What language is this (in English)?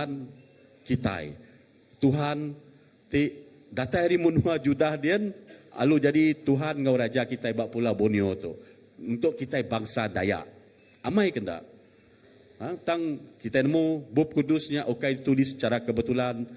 Iban